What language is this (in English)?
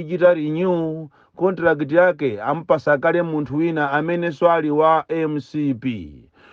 Nyanja